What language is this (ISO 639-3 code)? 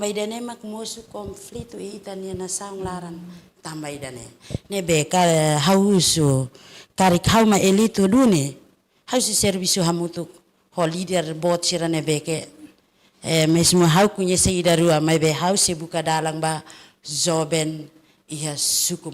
tet